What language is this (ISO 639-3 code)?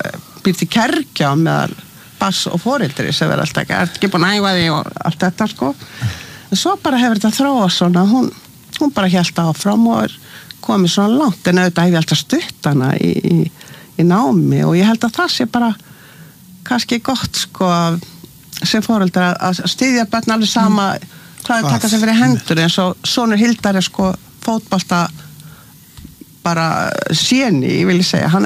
isl